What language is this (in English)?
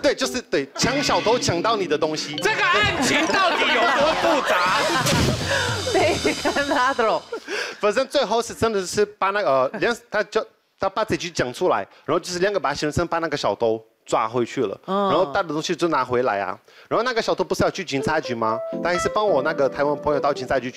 Chinese